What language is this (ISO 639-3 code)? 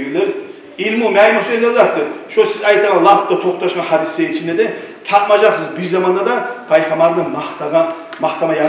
kum